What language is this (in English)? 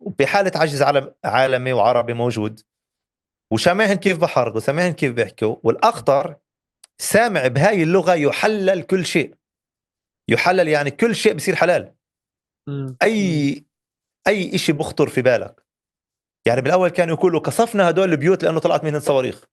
North Levantine Arabic